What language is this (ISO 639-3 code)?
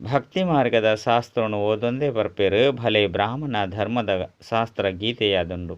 tcy